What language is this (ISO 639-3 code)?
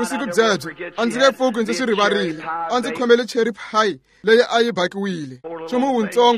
tso